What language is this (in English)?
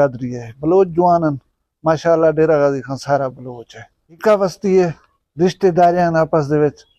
Saraiki